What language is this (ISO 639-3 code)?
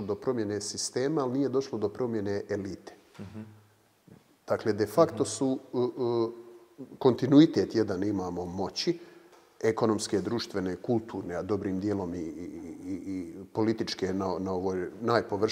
hrv